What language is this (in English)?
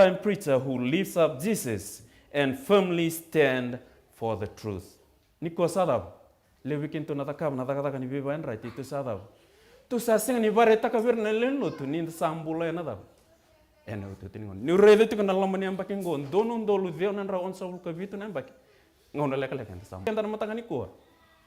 Fijian